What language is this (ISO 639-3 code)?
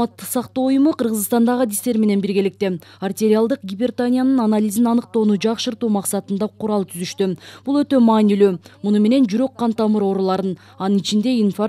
kir